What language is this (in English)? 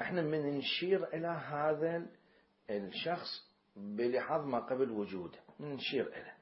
Mesopotamian Arabic